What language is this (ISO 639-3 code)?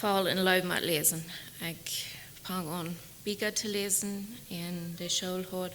pdt